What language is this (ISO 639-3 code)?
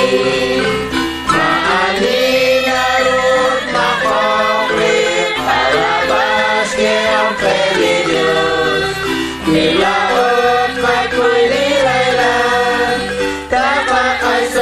kek